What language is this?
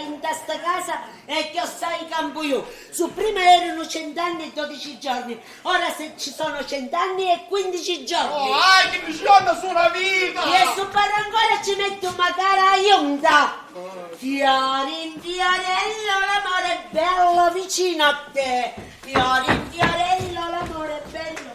Sicilian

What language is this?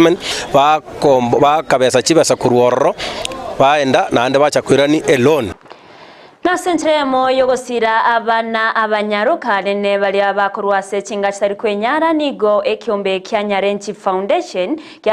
Gusii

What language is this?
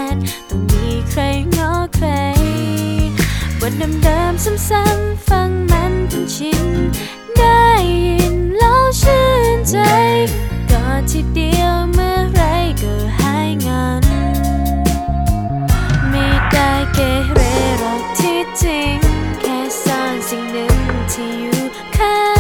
Thai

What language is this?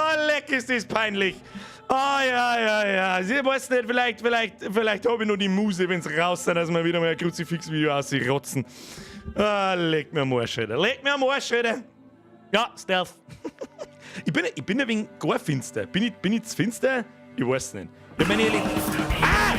Bavarian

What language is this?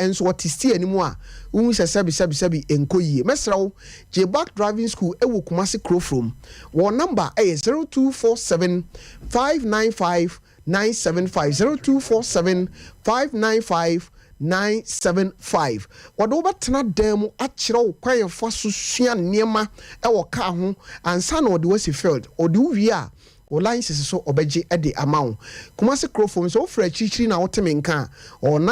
Akan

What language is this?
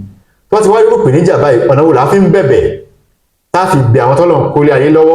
Yoruba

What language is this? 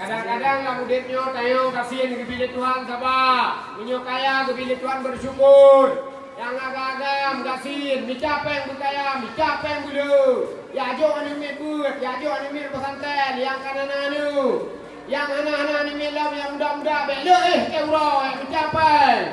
Achinese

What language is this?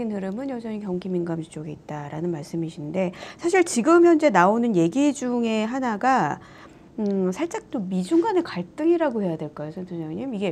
Korean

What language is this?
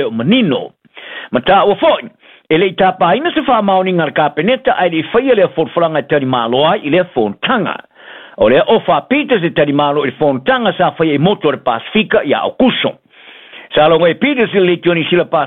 Samoan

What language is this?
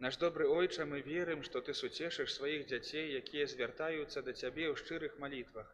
Belarusian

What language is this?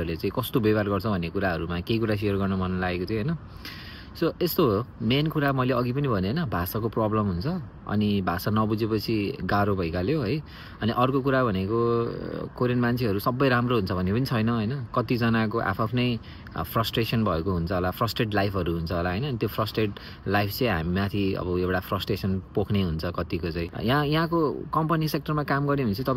Nepali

